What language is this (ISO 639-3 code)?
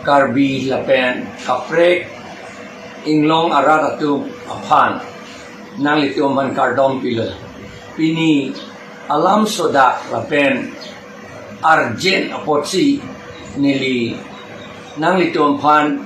mjw